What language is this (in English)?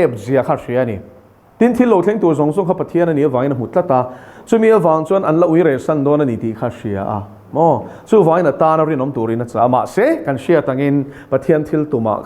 Mizo